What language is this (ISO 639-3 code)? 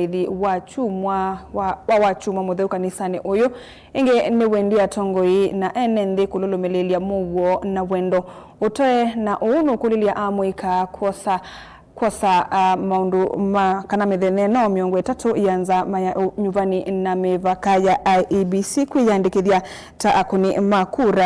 kam